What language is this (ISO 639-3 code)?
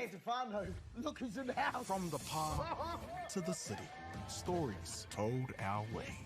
mri